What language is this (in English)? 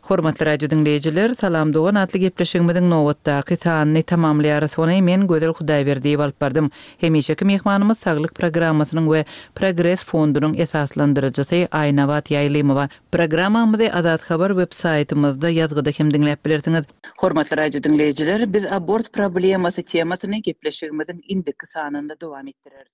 Turkmen